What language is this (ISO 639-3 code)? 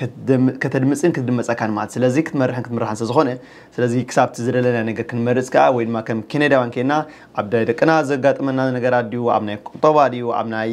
tir